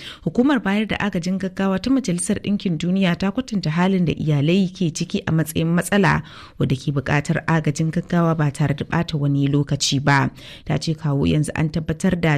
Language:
Hausa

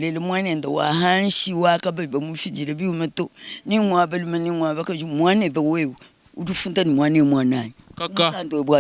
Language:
Luba-Lulua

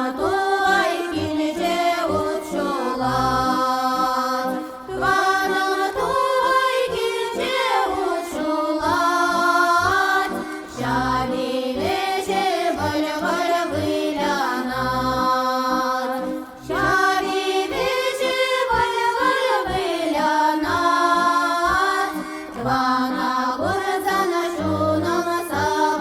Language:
Chuvash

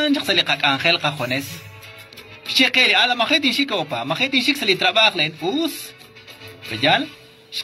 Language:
Kekchí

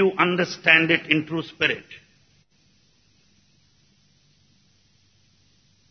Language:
Telugu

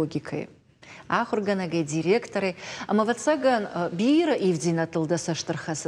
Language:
Ossetic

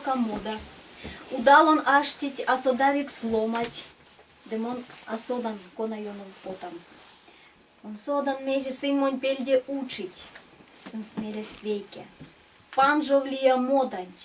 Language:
Erzya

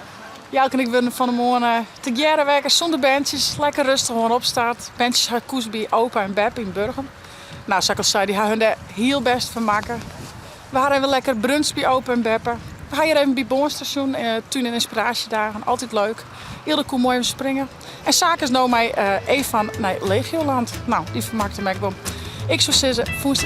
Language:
Western Frisian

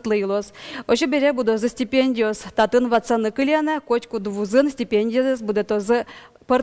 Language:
Udmurt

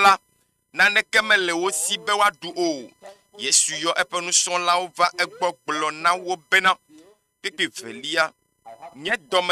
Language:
Ewe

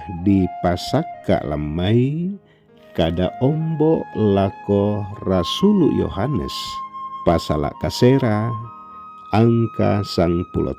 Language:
Toraja-Sa'dan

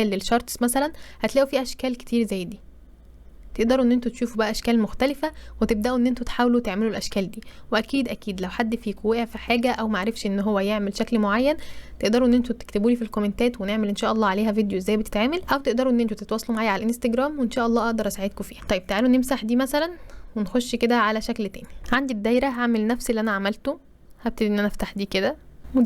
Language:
Egyptian Arabic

